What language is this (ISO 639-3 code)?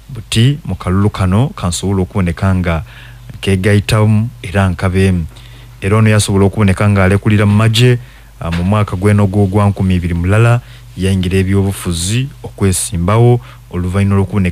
lug